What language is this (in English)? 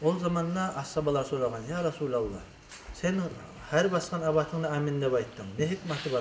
Kumyk